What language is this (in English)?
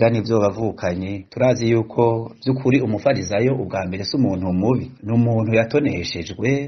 Rundi